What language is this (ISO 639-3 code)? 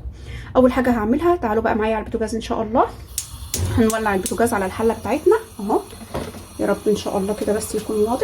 arz